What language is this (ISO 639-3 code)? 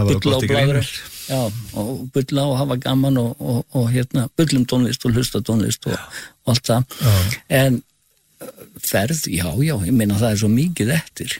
isl